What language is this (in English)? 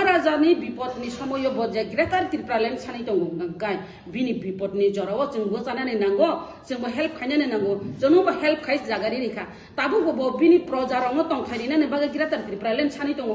Kok Borok